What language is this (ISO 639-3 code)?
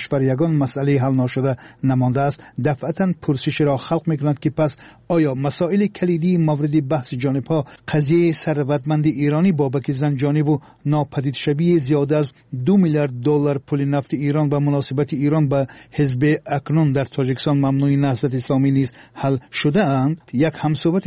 tgk